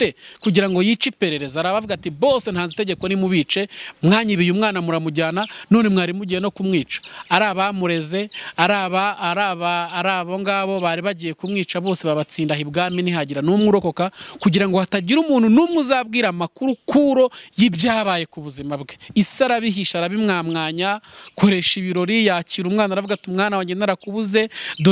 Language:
Kinyarwanda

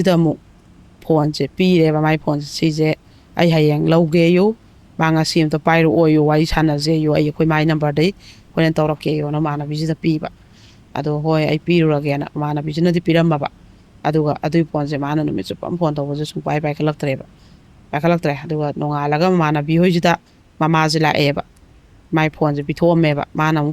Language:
Manipuri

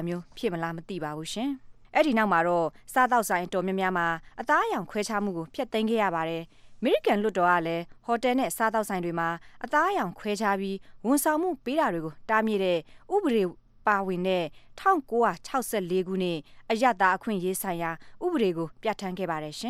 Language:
Burmese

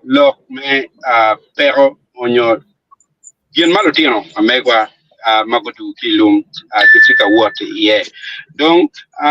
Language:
Acoli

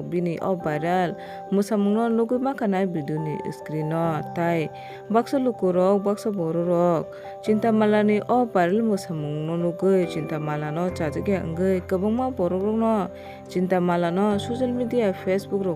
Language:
Kok Borok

